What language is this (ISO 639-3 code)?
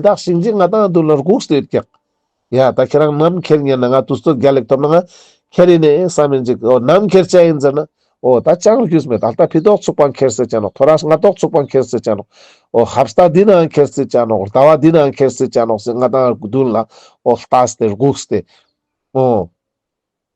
lbj